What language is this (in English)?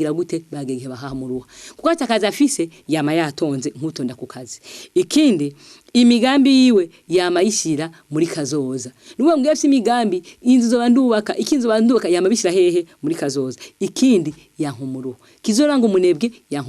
Rundi